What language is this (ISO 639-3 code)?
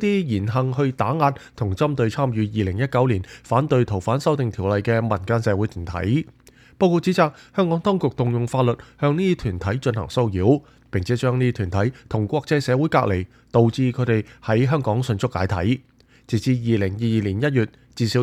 yue